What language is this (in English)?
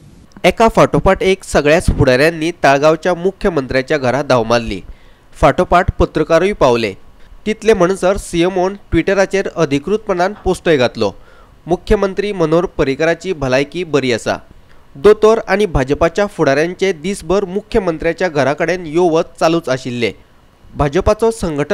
Konkani